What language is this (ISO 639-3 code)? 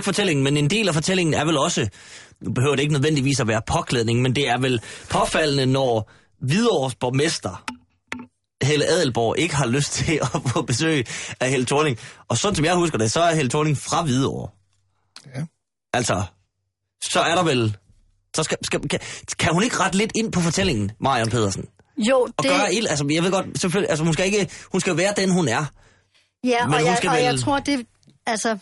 dan